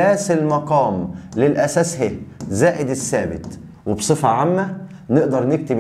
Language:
Egyptian Arabic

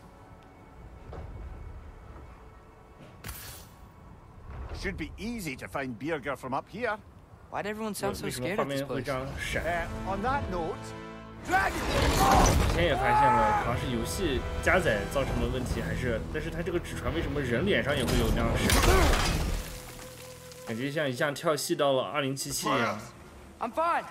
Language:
Chinese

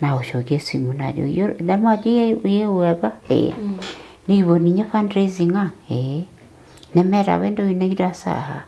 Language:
Masai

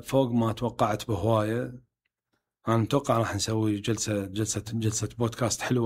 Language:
Mesopotamian Arabic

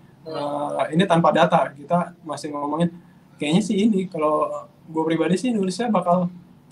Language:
Indonesian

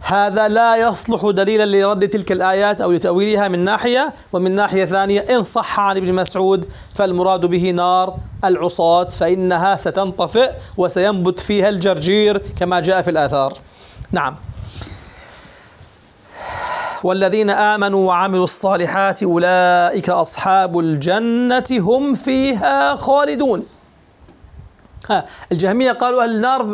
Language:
Arabic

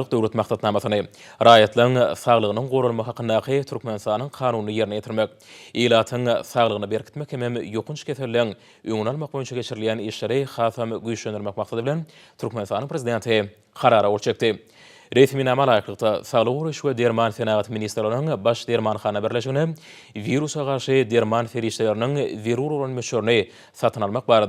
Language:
Turkmen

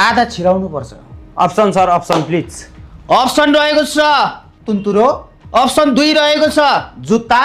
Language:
Nepali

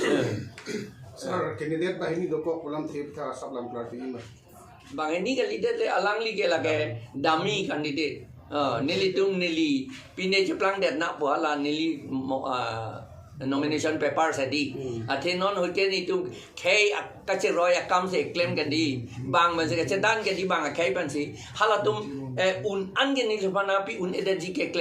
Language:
Karbi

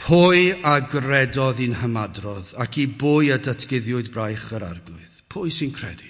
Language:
Welsh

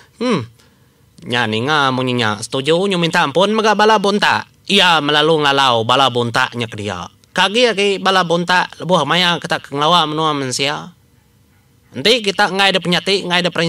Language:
Iban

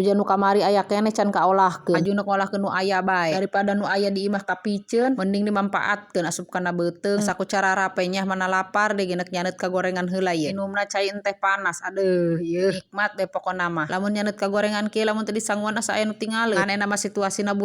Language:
Sundanese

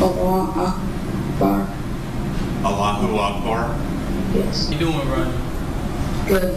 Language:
Nigerian Pidgin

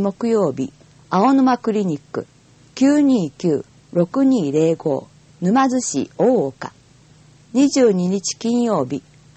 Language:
Japanese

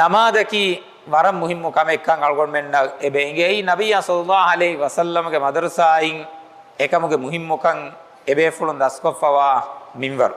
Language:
Divehi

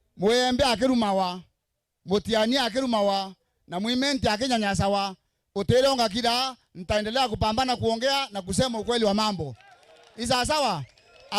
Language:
Meru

